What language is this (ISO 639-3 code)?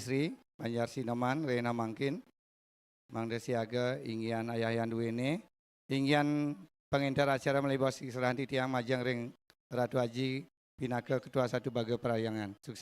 ban